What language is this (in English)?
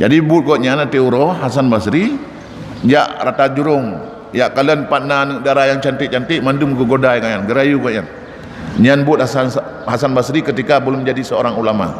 Achinese